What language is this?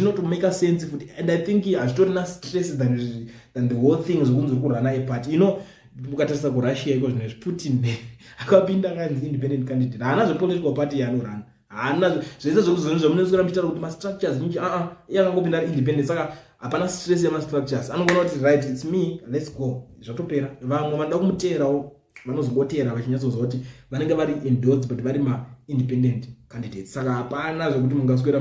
Shona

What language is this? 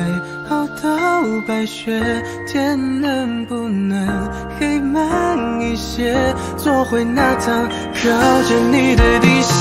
Chinese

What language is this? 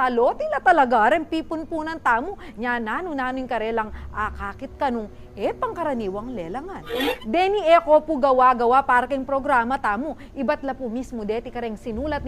Pampanga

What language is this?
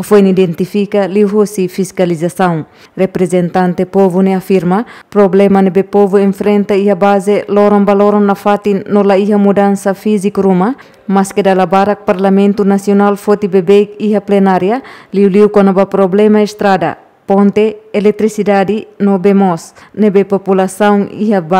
Tetum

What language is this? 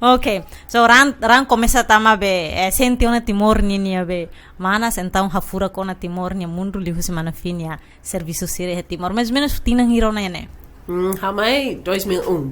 Tetum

